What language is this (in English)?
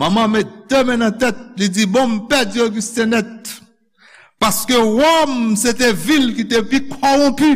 Haitian Creole